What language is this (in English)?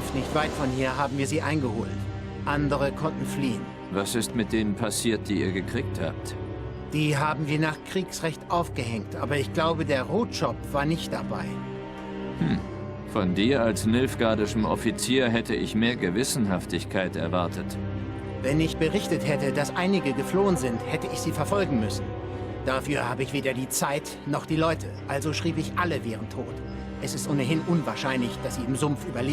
Swiss German